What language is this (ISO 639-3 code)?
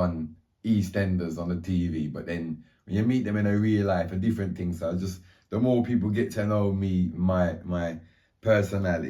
jam